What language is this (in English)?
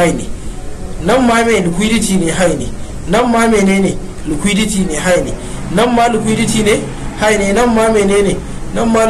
Hausa